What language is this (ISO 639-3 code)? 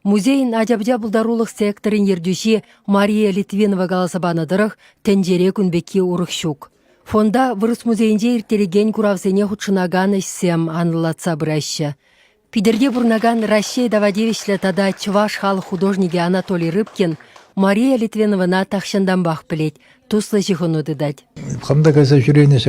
chv